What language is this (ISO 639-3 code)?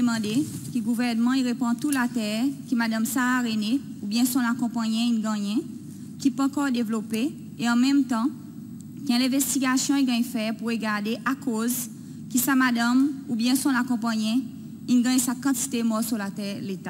crs